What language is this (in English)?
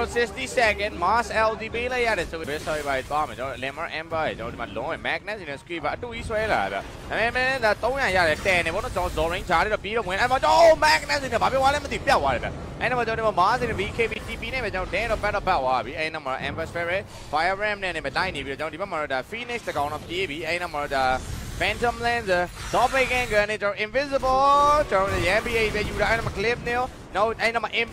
Burmese